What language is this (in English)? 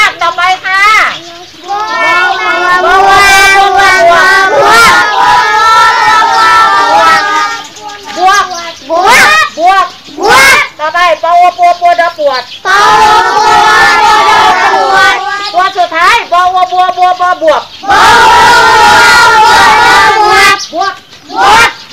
Thai